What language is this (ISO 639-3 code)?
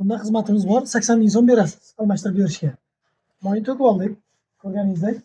uzb